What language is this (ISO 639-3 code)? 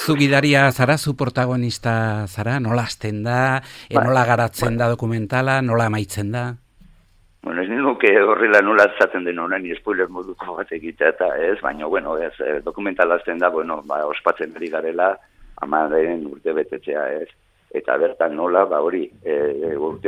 eus